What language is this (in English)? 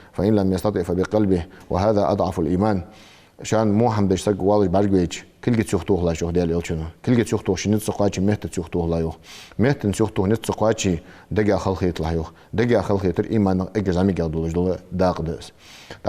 Ingush